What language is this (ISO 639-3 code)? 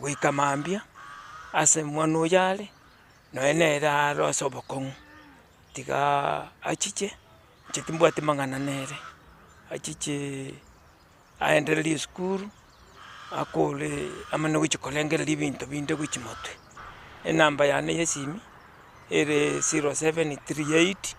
guz